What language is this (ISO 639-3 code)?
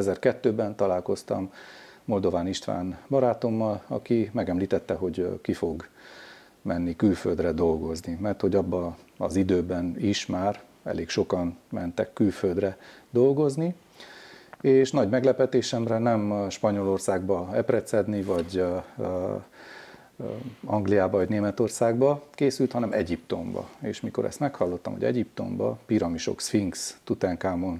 hun